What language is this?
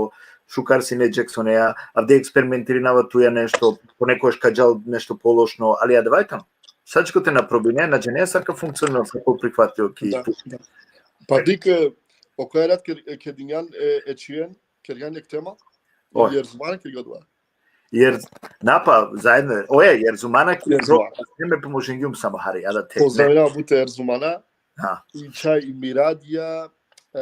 Balkan Romani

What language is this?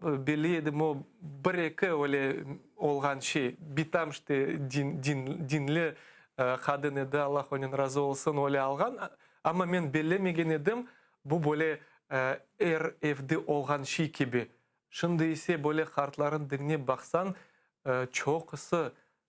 Crimean Tatar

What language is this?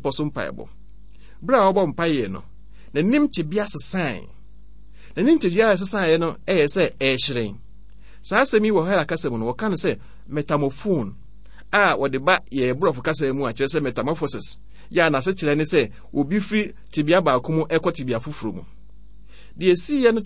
Akan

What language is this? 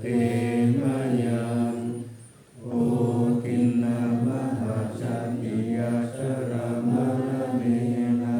Pali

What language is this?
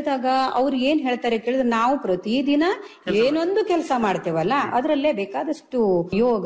Kannada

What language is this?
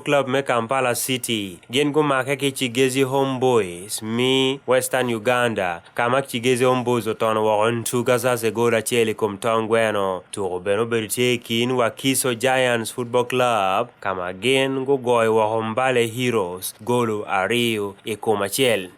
Acoli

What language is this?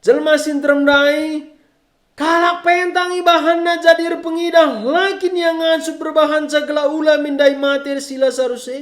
Batak Karo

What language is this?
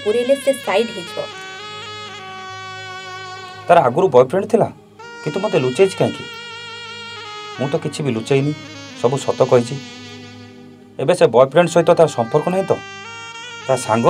Odia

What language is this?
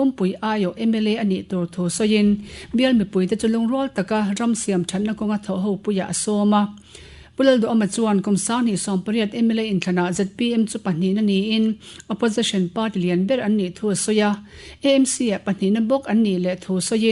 Mizo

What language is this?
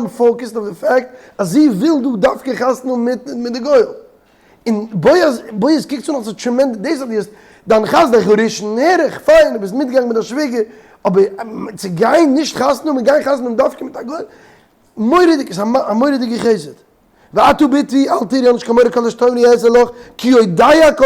Yiddish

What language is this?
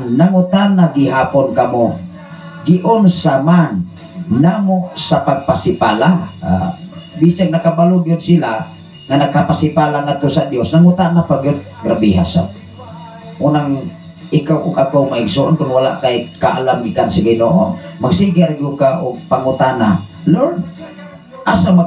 Cebuano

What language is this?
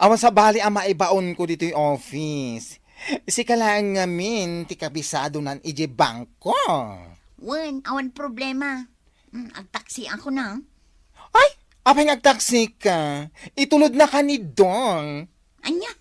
Iloko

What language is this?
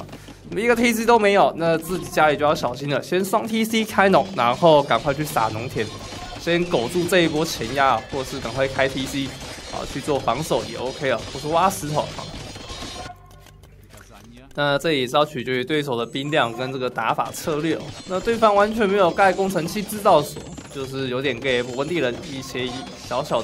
Chinese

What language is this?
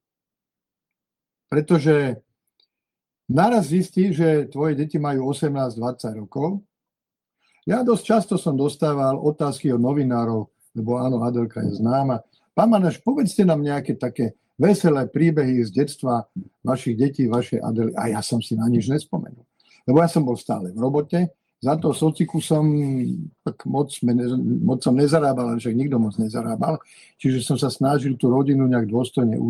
Slovak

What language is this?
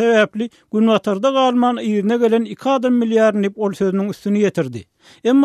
Turkmen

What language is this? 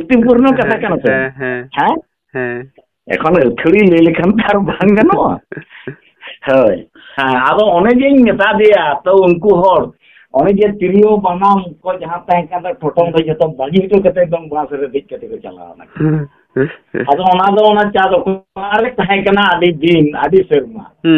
Santali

